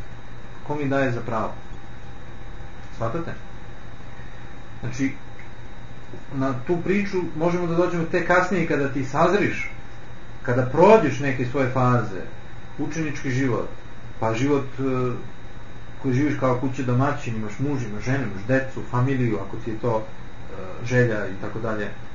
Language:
Serbian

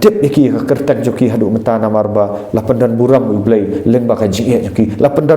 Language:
Khasi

